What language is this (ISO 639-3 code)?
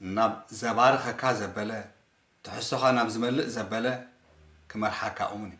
tir